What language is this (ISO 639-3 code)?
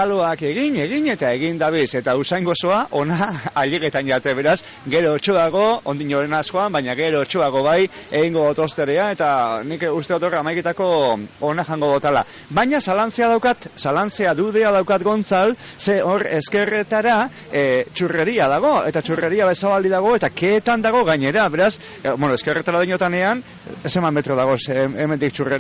eus